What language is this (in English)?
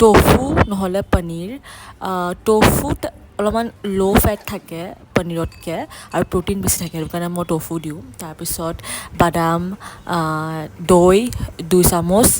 Assamese